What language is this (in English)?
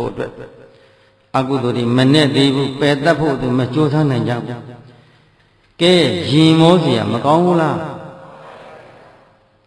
Burmese